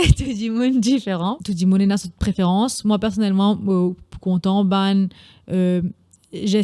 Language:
Morisyen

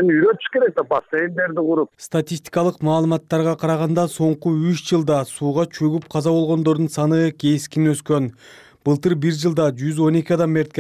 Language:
Kyrgyz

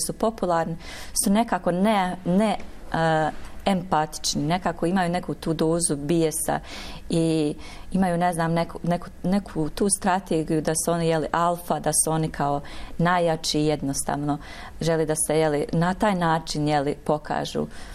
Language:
Bosnian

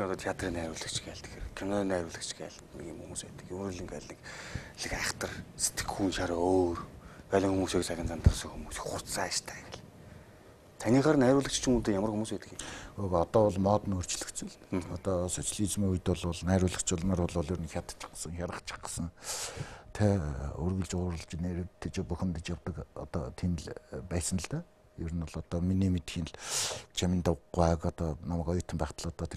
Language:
Mongolian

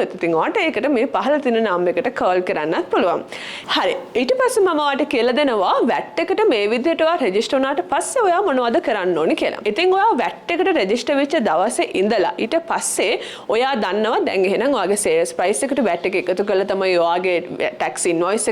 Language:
Sinhala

